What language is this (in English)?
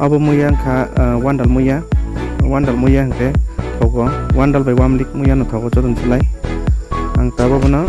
Kok Borok